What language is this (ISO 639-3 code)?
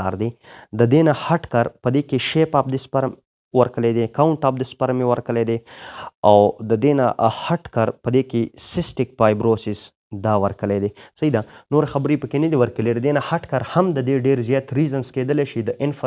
pus